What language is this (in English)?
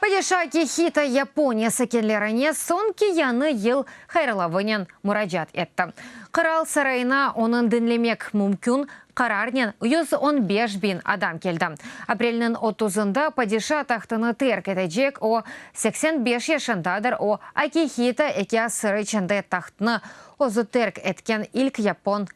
Crimean Tatar